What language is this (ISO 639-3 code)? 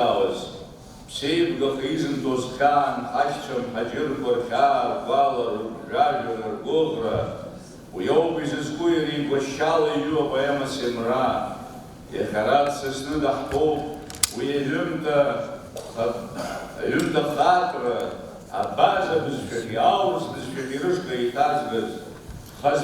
abk